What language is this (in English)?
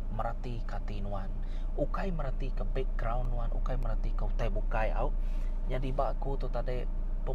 Iban